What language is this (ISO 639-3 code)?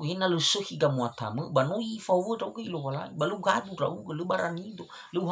nia